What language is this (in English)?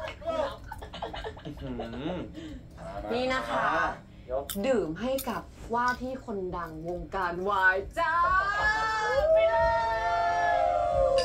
Thai